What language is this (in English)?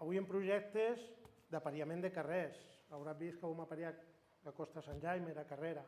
Occitan